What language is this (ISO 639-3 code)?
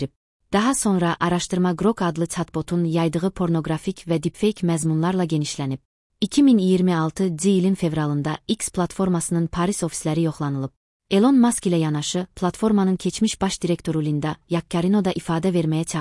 aze